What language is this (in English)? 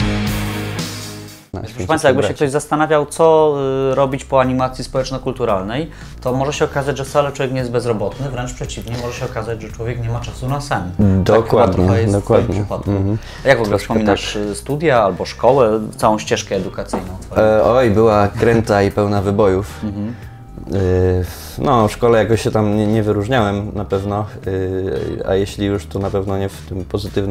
Polish